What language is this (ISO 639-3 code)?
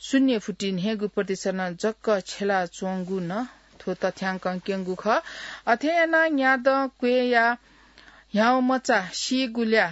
new